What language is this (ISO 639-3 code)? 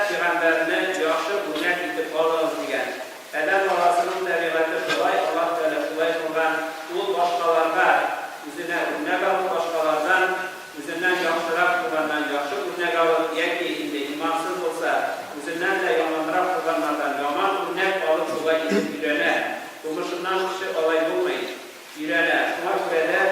tat